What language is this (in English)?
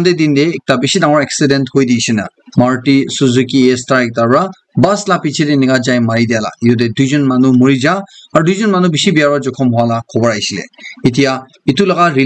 Naga Pidgin